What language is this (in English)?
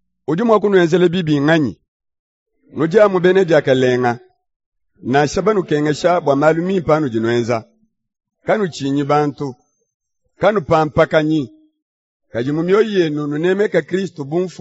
Luba-Lulua